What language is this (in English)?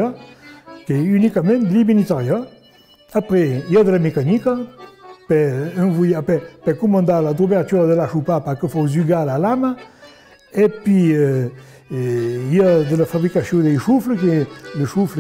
Occitan